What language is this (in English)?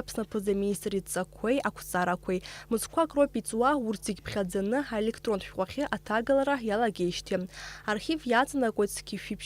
Abkhazian